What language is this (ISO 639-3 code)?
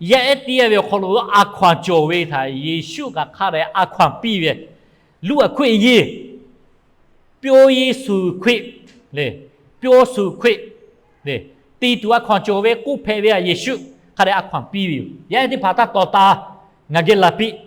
lhu